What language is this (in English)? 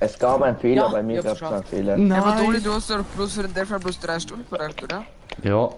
Bavarian